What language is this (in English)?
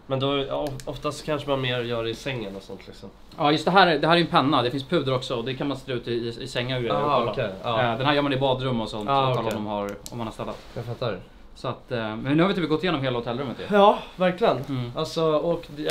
Swedish